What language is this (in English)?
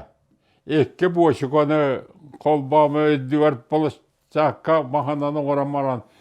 Yakut